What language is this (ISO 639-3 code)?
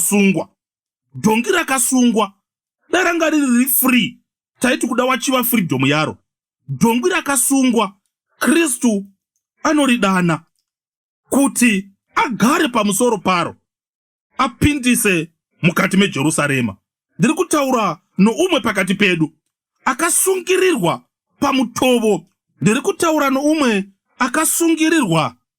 sna